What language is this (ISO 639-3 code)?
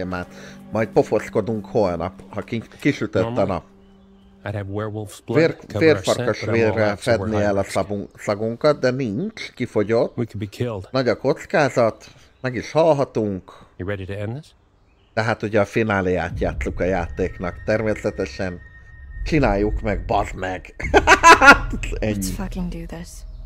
hun